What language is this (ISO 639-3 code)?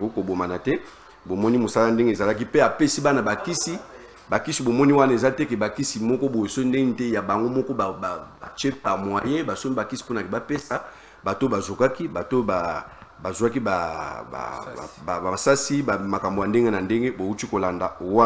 lin